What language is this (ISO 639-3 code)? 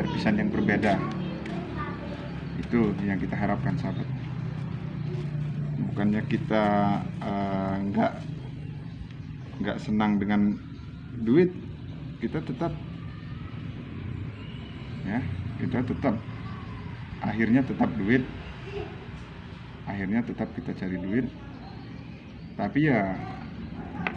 ind